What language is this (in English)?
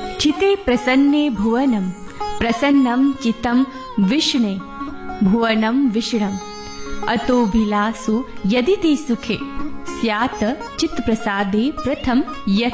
Gujarati